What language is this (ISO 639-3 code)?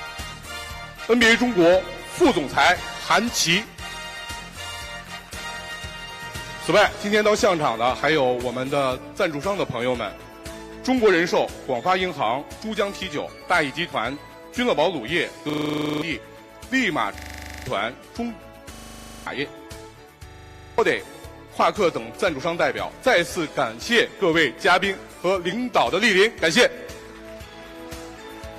zho